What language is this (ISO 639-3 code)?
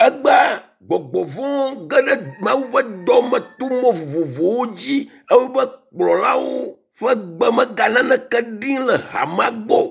ewe